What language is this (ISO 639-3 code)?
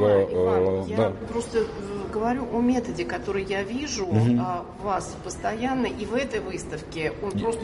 rus